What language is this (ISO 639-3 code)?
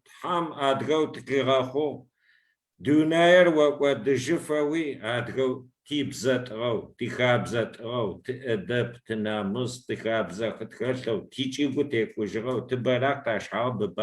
kbd